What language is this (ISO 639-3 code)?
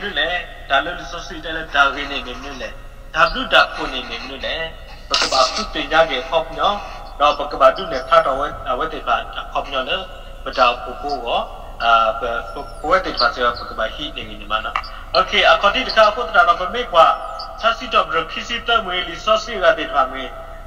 ksw